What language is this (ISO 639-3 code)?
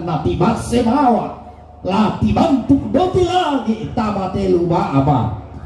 sda